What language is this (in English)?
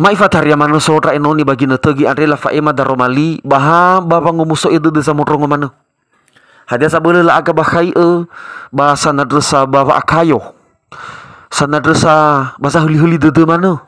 Nias